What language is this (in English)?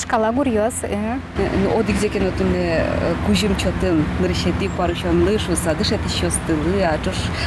Udmurt